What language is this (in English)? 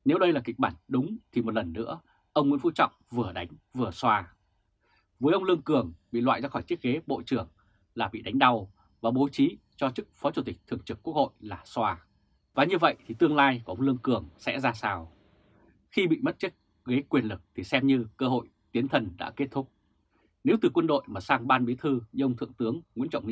Vietnamese